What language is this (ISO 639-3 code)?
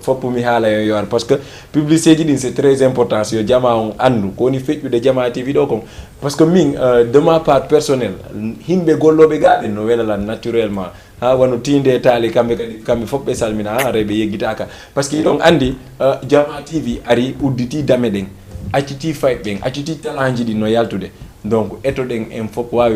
ful